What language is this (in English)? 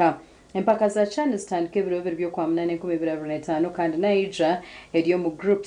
Nyankole